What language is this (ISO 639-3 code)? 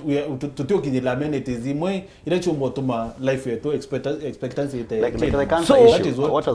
mer